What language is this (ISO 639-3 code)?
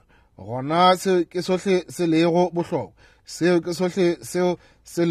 nso